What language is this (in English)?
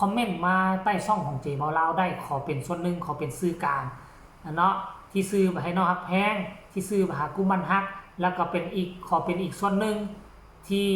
Northeastern Thai